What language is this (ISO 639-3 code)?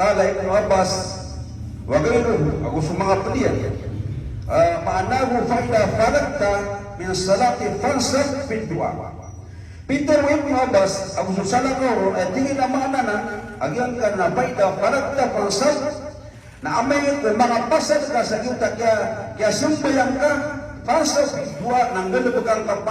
mrw